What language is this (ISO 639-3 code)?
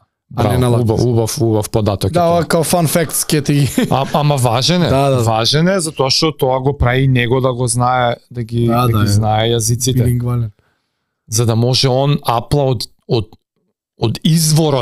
mkd